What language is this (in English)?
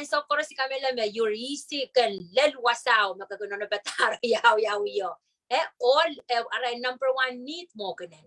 Pohnpeian